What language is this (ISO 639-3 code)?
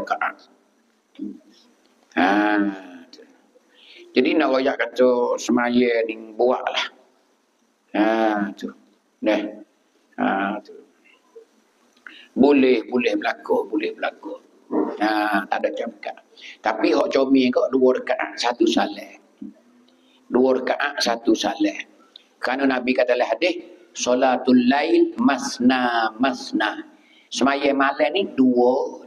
mfa